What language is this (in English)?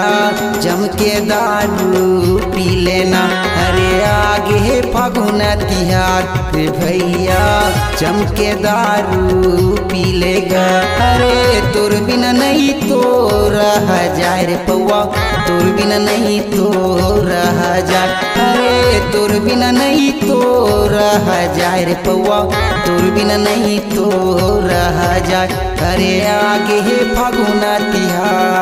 Chhattisgarhi